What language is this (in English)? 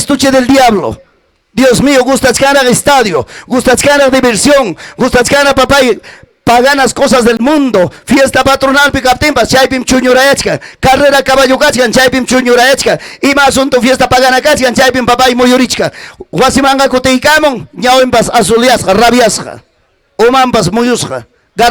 Ayacucho Quechua